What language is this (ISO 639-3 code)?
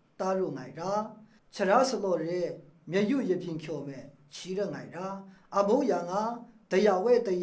mhx